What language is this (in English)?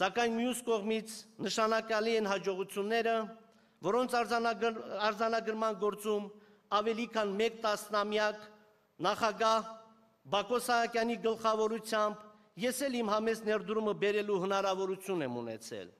Armenian